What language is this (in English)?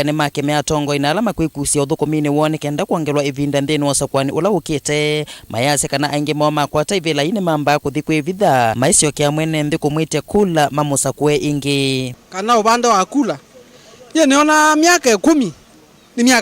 Kamba